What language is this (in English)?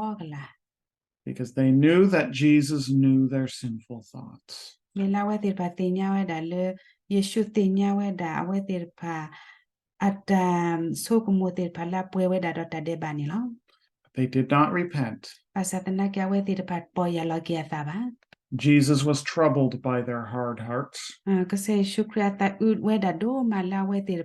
S'gaw Karen